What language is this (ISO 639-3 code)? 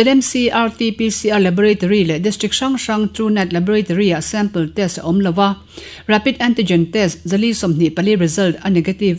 lus